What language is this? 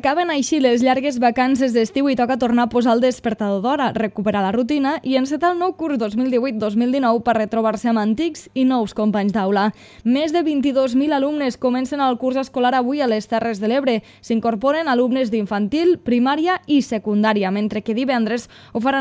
Catalan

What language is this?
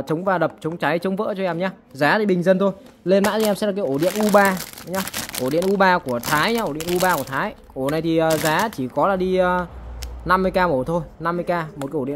Vietnamese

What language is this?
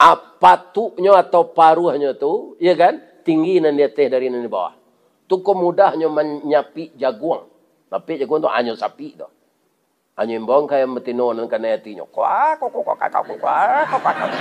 Minangkabau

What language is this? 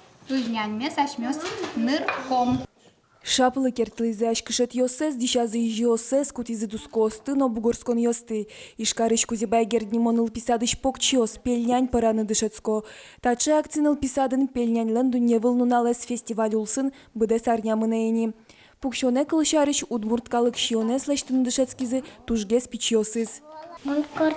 Udmurt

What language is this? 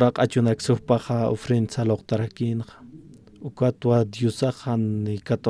Aymara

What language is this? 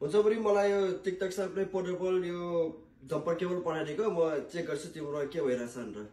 Nepali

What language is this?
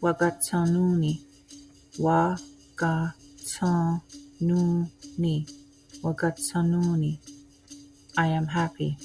Mohawk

